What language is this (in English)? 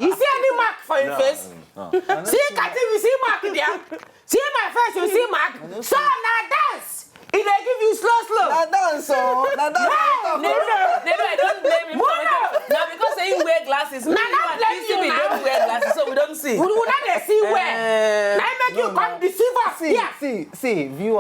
Nigerian Pidgin